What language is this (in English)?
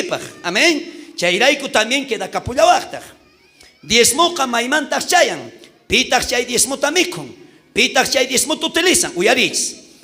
South Bolivian Quechua